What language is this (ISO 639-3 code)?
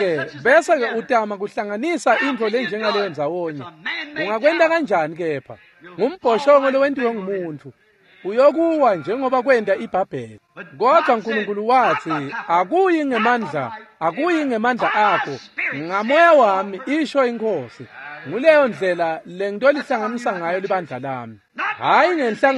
ssw